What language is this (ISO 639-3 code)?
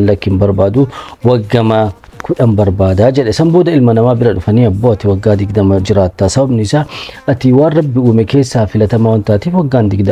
orm